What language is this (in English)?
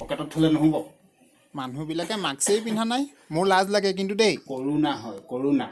Assamese